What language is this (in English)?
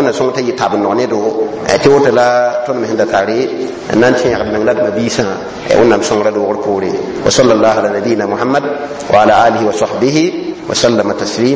Mossi